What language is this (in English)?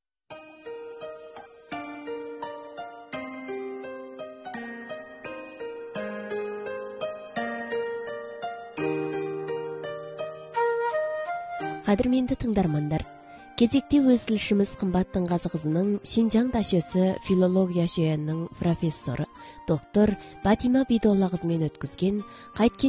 Kazakh